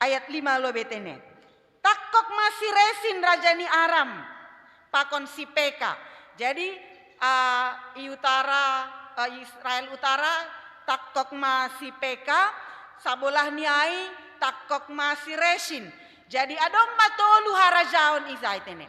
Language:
Batak Simalungun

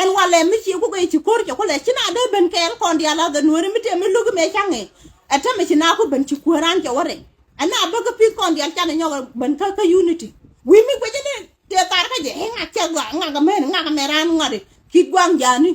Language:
Nuer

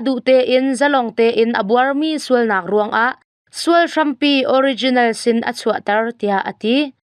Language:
Hakha Chin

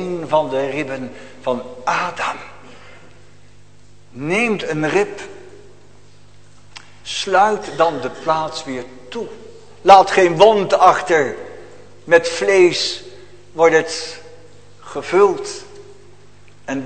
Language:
Dutch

